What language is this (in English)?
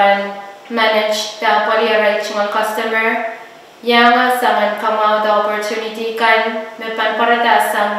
Pohnpeian